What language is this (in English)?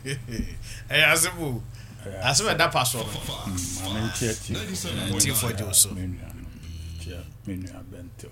Akan